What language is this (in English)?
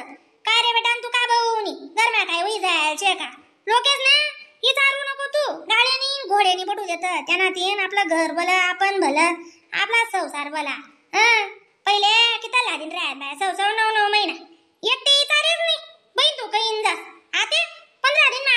Khandesi